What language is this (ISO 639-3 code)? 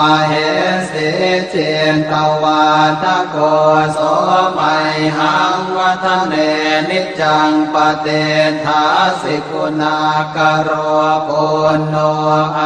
pli